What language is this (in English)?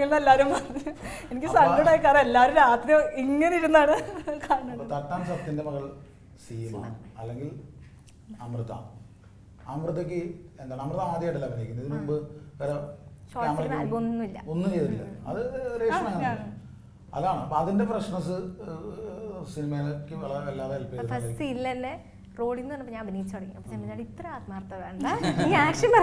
Malayalam